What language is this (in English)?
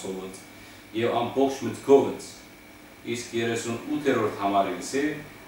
Western Armenian